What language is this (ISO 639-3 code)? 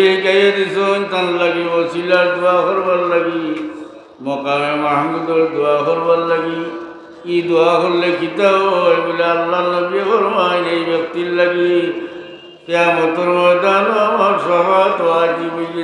syl